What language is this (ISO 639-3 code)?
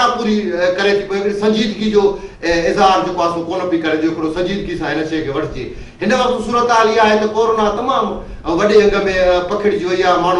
snd